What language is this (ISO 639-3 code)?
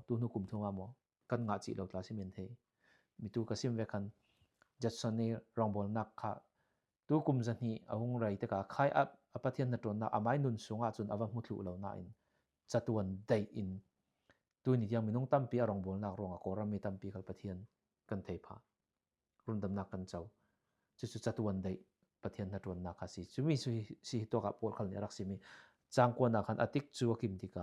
cfm